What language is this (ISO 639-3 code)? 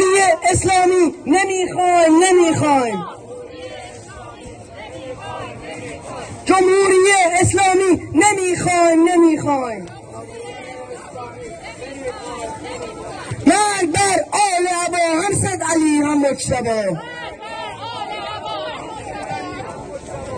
fas